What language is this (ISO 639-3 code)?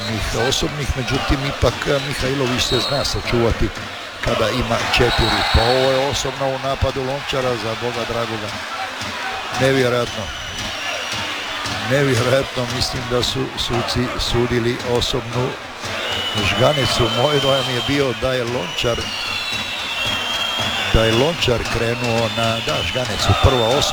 hrv